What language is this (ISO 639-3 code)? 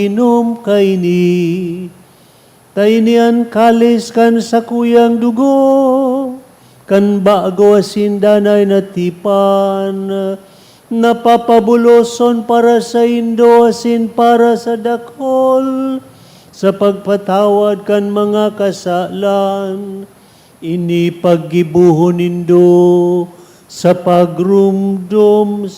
bik